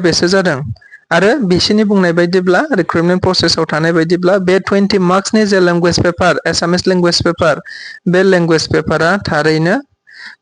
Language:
Bodo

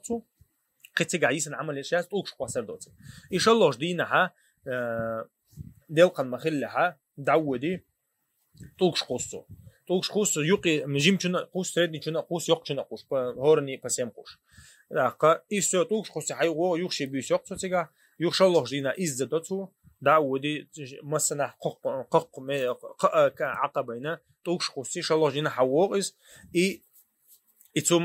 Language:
Chechen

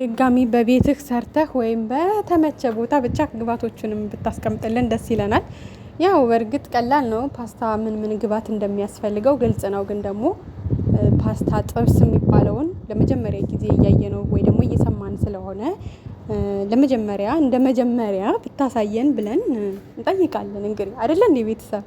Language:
Amharic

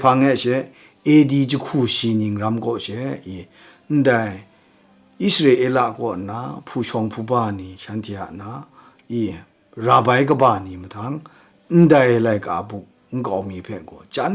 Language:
Kachin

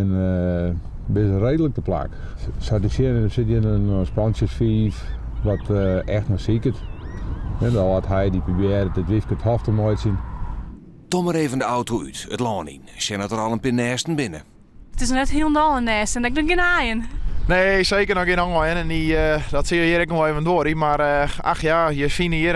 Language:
Western Frisian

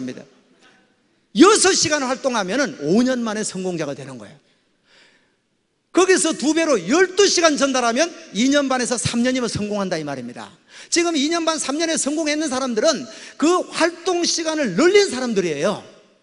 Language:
Korean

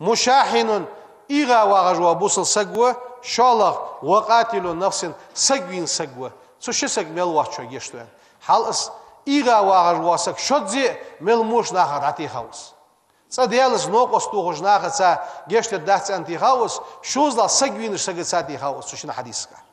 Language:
Ingush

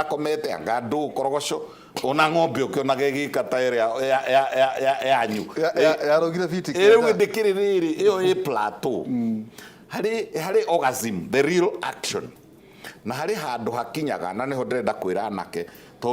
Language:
Kikuyu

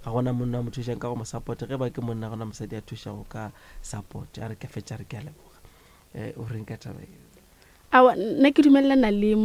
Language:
Northern Sotho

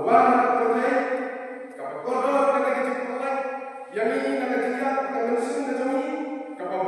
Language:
Khasi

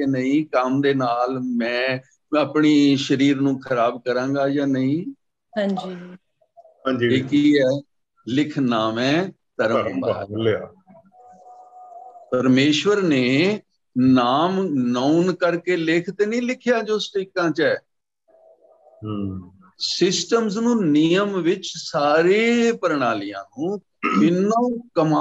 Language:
Punjabi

